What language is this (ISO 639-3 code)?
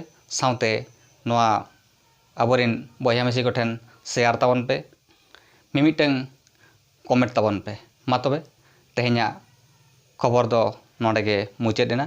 sat